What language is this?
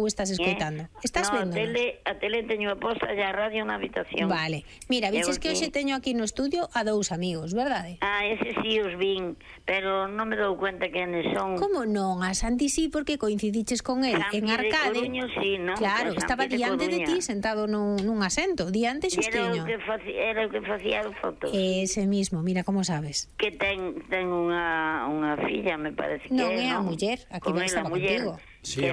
Galician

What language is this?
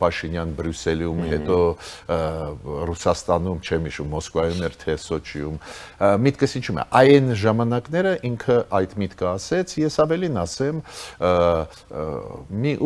Armenian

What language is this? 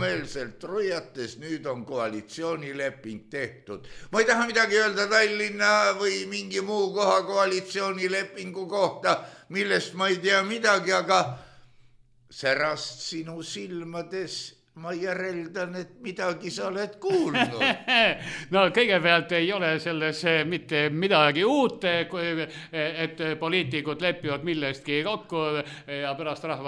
Estonian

